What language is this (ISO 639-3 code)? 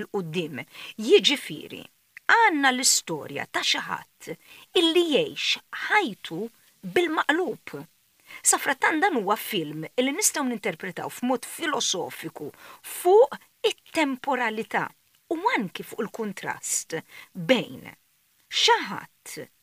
mlt